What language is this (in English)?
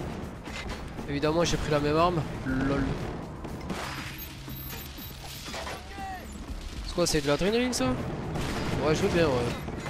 French